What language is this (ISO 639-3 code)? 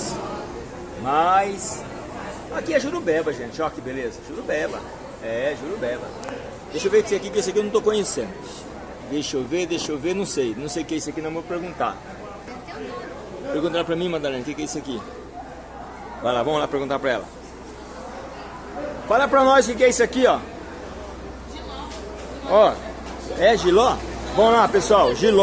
por